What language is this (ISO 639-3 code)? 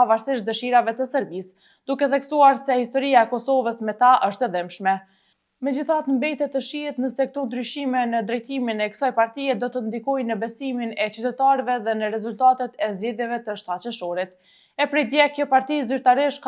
sqi